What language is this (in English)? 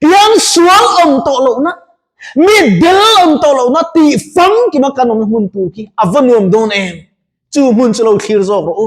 Mizo